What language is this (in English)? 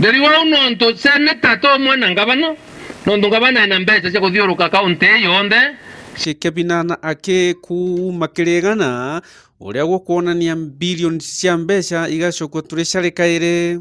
Meru